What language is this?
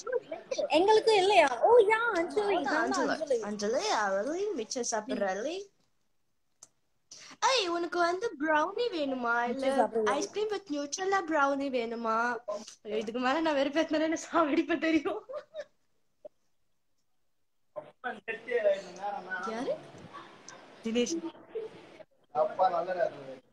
Tamil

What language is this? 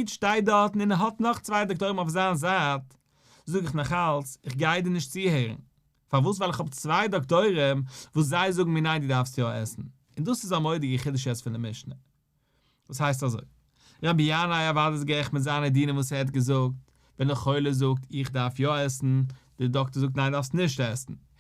Yiddish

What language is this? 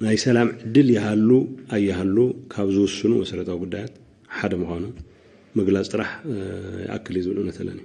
Tigrinya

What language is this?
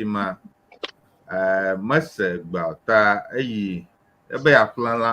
Ewe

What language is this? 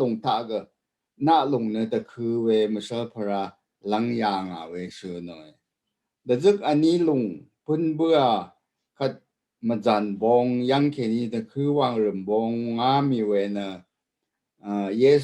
Rawang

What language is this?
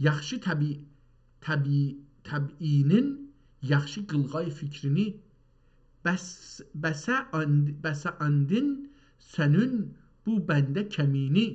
South Azerbaijani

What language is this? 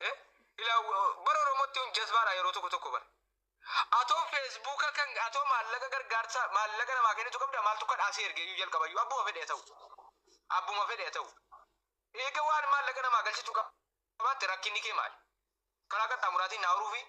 Oromo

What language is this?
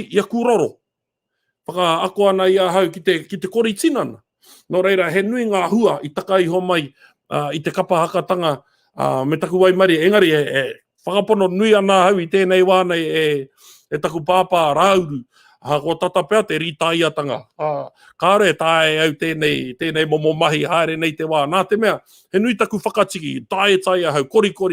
Māori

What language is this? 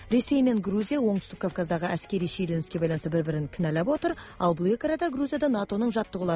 Kazakh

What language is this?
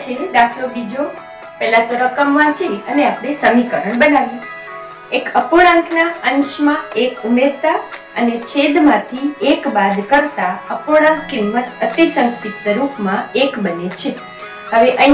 Gujarati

